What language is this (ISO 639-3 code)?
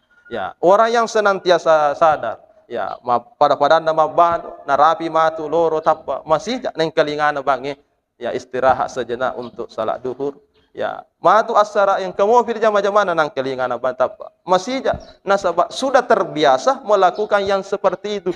bug